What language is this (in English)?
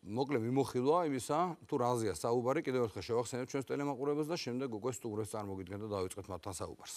Georgian